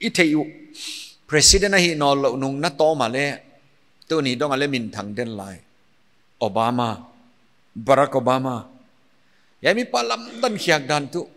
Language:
Paite Chin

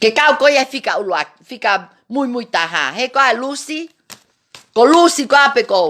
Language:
Tongan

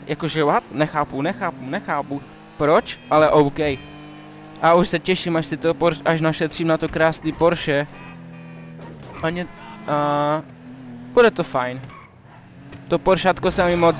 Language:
Czech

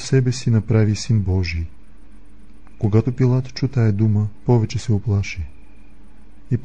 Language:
Bulgarian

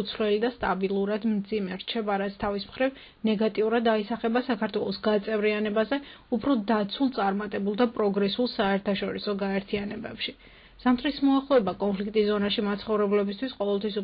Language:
Georgian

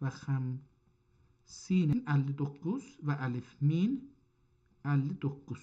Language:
South Azerbaijani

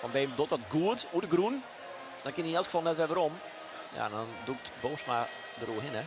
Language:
Western Frisian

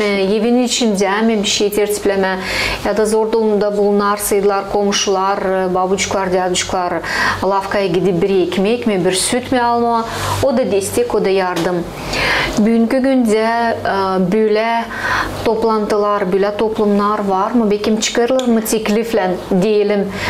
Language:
Gagauz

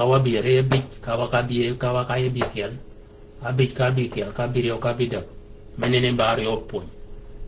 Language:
Shilluk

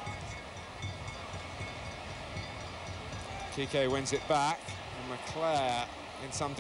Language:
English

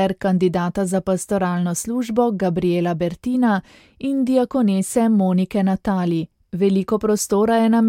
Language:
Slovenian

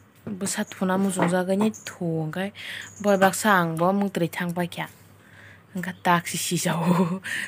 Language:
Kok Borok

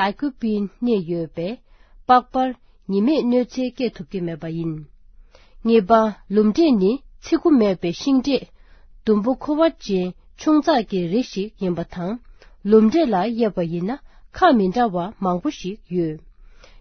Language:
Tibetan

